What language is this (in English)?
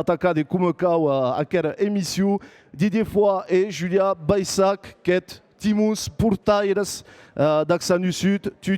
Occitan